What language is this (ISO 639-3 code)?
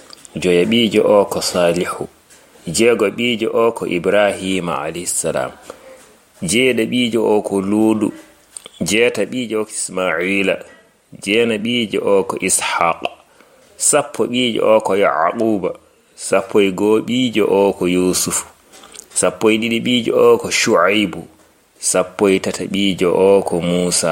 ful